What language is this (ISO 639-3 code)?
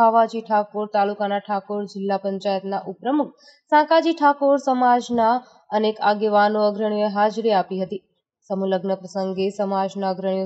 guj